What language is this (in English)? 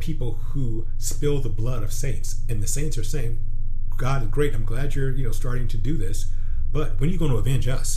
English